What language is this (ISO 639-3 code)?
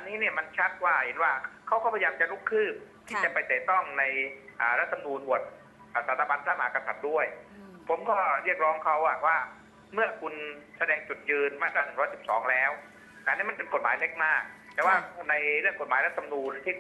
tha